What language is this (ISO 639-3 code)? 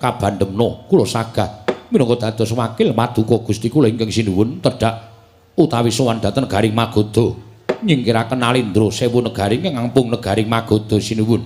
jav